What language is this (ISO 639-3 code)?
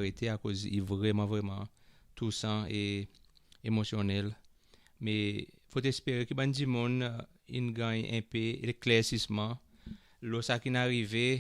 crs